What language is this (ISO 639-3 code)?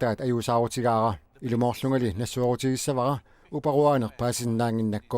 kal